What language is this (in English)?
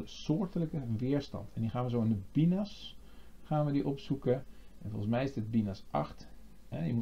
Dutch